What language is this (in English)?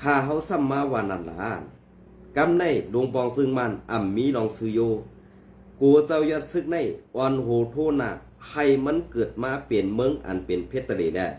Shan